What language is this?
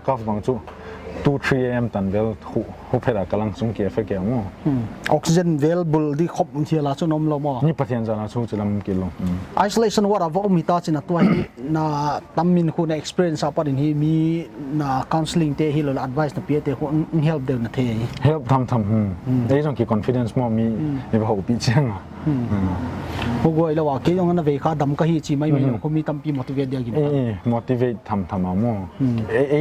Paite Chin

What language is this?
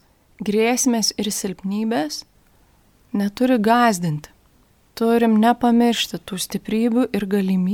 Lithuanian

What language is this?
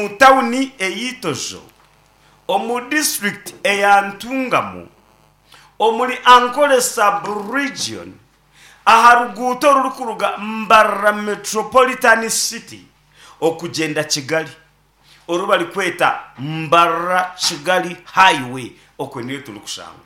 Nyankole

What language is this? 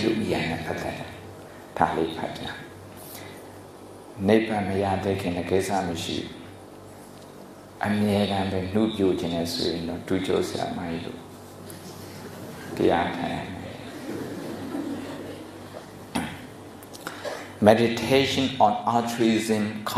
Burmese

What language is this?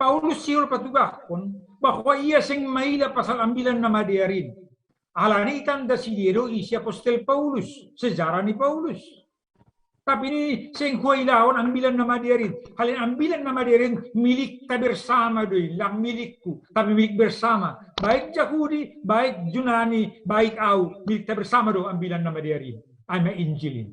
Batak Simalungun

